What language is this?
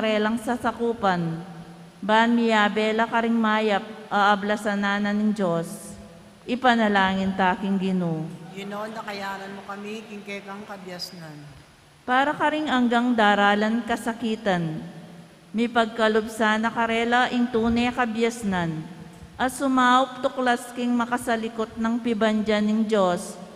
Pampanga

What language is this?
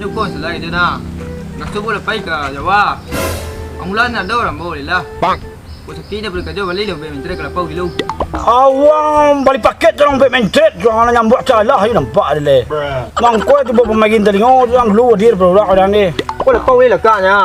Minangkabau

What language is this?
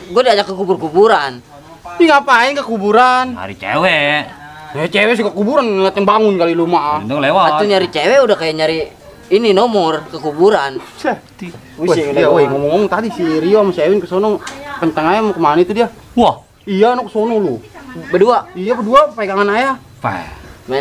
Betawi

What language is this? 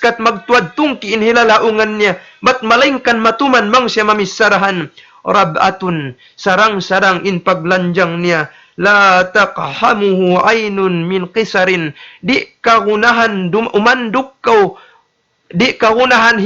Tausug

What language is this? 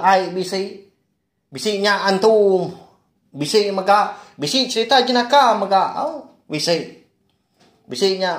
Iban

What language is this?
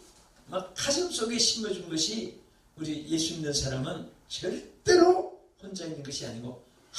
Korean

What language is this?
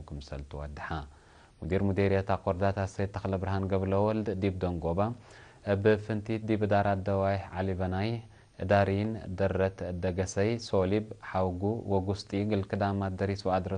Tigre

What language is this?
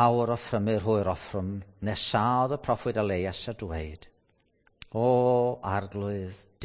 Welsh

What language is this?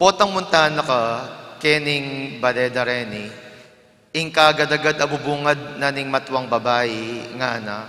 Pampanga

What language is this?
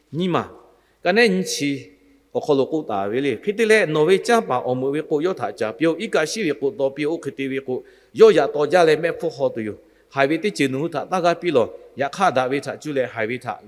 Lahu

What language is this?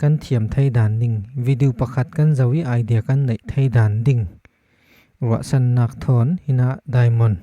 Falam Chin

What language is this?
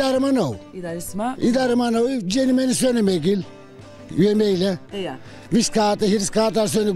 Zaza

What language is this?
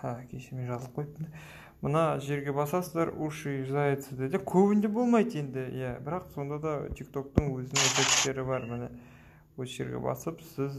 Kyrgyz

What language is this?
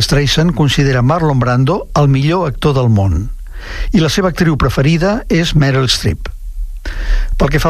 Catalan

